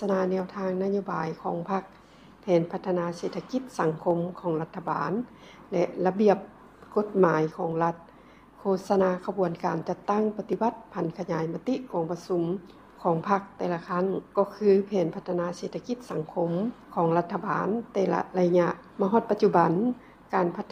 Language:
Lao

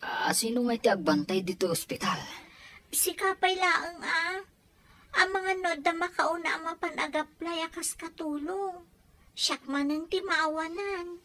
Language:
Iloko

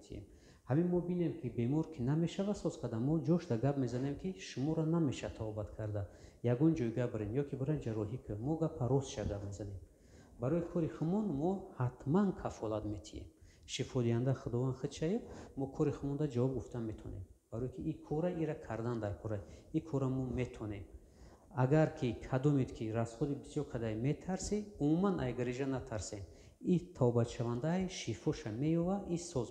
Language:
Tajik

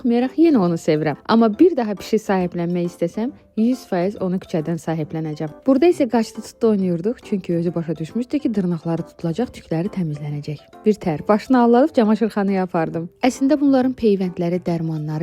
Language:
Azerbaijani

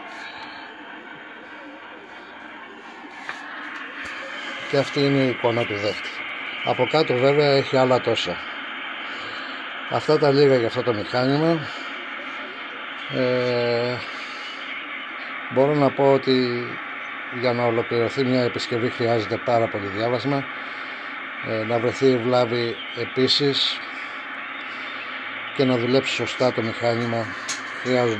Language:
Greek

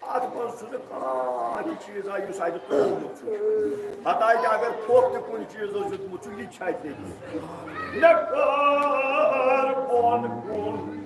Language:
Kashmiri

